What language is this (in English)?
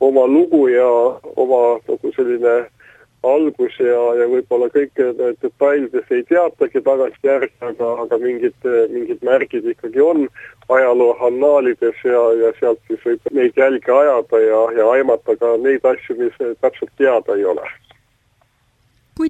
Estonian